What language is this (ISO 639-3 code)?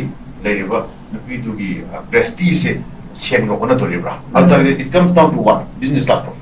mni